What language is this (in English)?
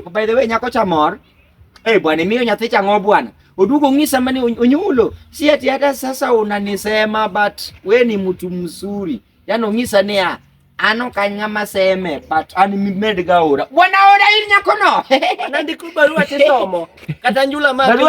Luo (Kenya and Tanzania)